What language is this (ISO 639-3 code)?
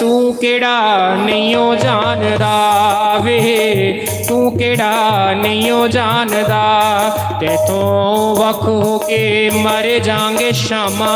doi